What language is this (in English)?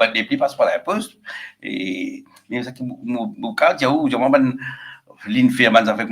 Morisyen